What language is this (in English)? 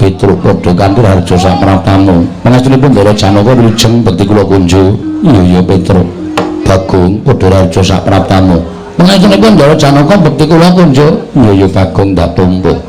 Javanese